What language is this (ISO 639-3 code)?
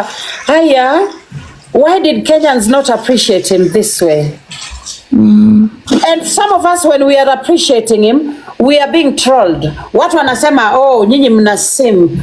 swa